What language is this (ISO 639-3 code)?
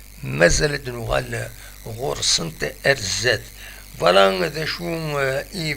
kab